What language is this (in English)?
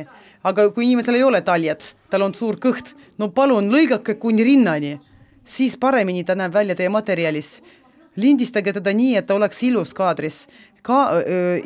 Estonian